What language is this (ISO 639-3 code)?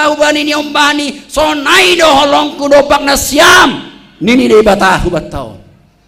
bts